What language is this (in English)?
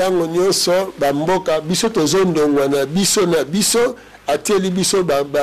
Lingala